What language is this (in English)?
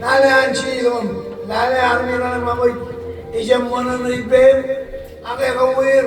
Marshallese